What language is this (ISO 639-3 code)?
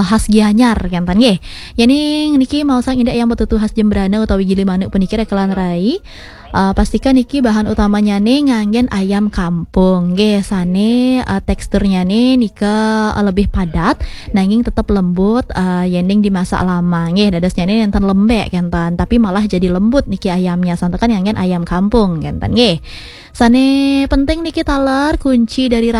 ban